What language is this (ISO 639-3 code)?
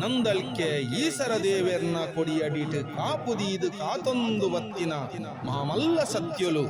tcy